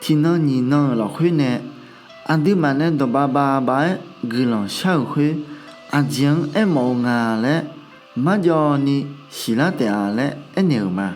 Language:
Akha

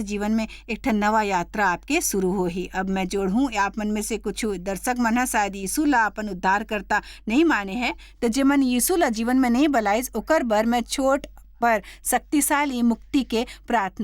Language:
Chhattisgarhi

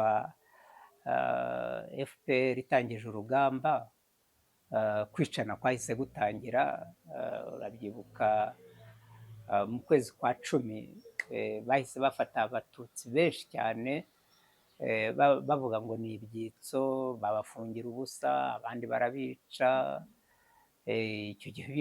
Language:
Kinyarwanda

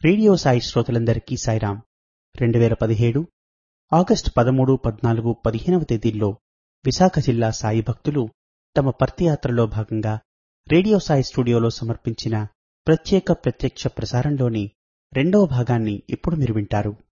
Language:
Telugu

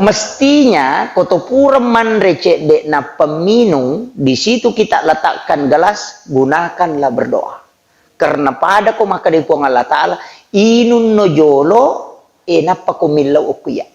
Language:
Buginese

